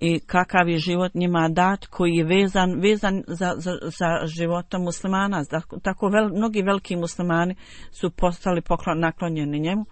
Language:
Bosnian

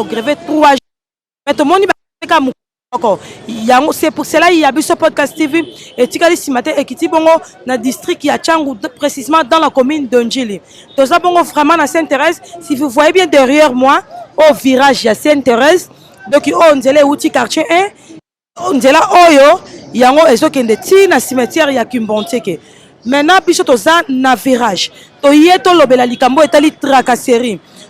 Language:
Lingala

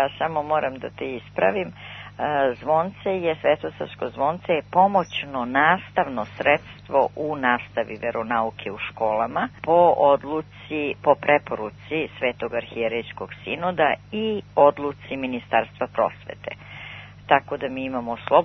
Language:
Serbian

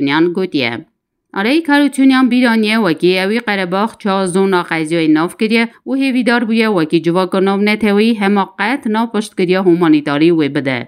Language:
Kurdish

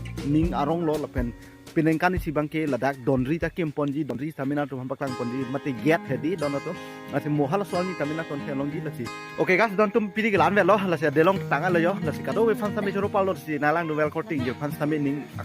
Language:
Karbi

